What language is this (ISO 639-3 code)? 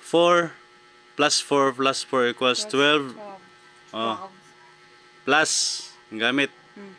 ceb